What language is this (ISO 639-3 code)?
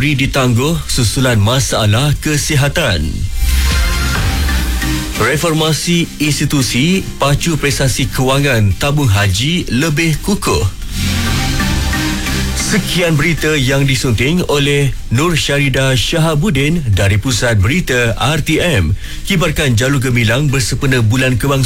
msa